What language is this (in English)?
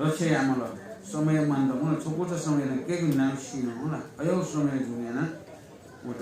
Newari